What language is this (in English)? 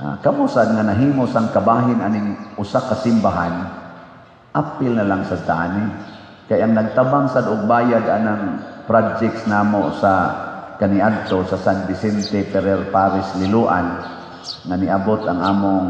Cebuano